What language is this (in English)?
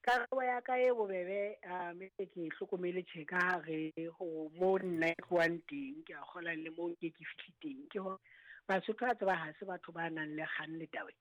Southern Sotho